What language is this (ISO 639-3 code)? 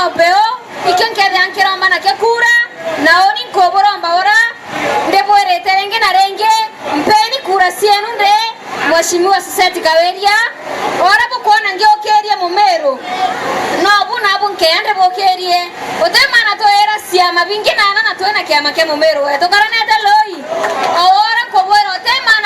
mer